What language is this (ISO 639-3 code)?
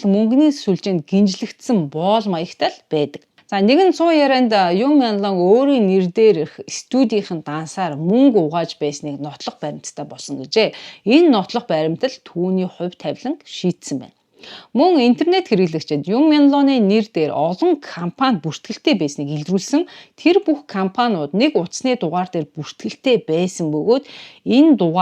mon